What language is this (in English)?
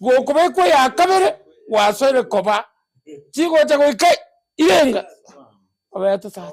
Gusii